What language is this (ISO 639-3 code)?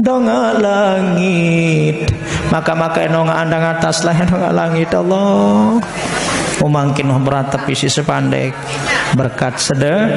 sas